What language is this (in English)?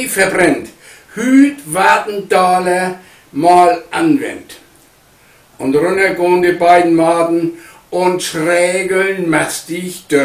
Low German